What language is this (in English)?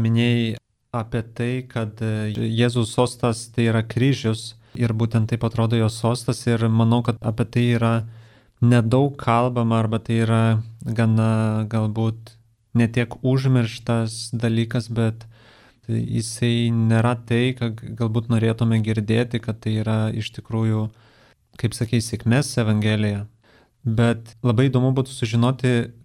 Lithuanian